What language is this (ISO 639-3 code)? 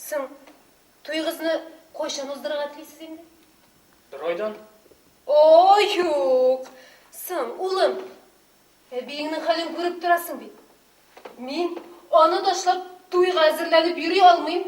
tat